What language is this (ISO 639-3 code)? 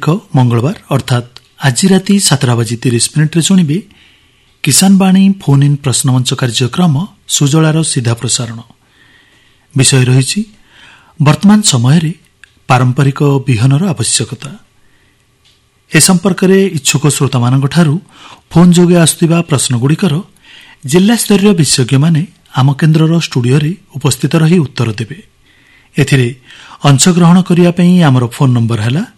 ori